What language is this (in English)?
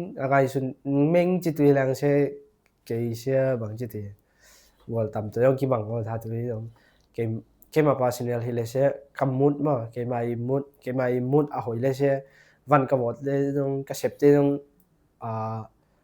Tedim Chin